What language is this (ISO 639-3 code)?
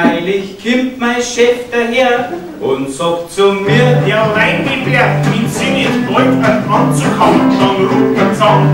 bar